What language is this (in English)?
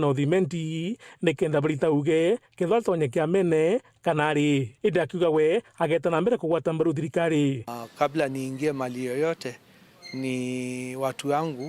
Meru